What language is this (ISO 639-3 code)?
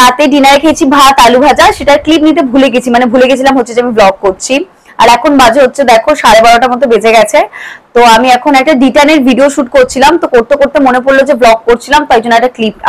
ben